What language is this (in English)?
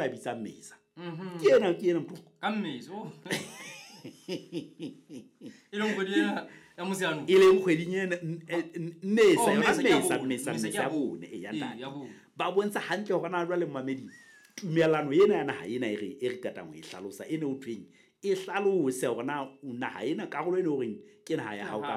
Southern Sotho